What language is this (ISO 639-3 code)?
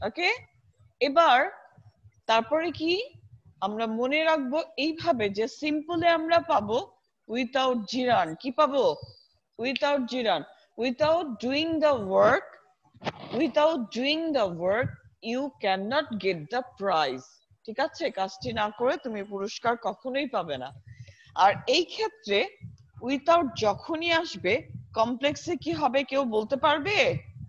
ben